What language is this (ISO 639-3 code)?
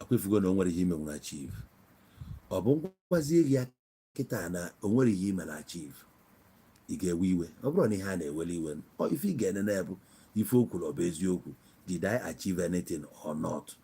ibo